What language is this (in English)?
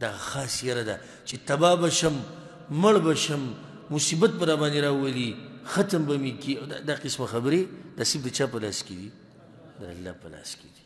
Pashto